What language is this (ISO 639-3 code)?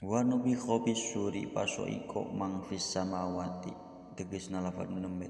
sun